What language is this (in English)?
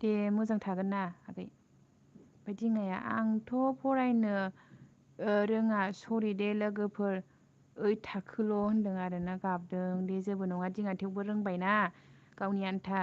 Bodo